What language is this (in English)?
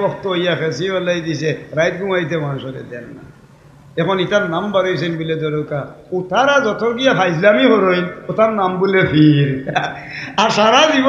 Sylheti